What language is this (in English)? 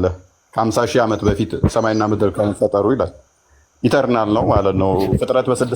Amharic